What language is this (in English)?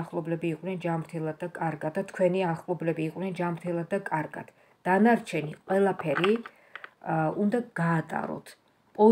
Georgian